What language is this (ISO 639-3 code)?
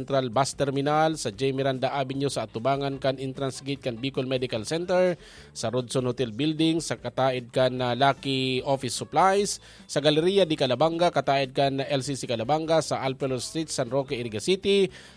bik